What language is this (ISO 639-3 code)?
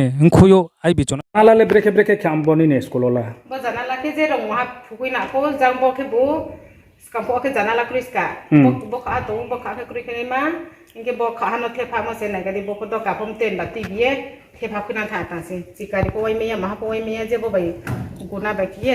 ria